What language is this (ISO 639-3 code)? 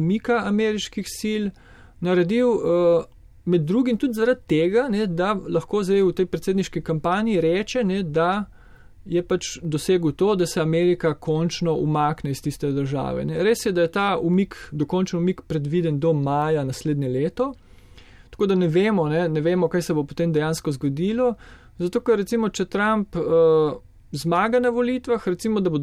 slv